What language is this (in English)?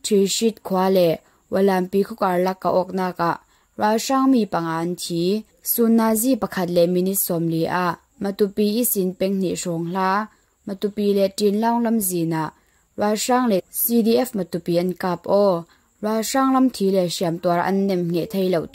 Falam Chin